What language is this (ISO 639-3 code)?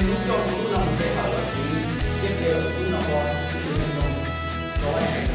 hmn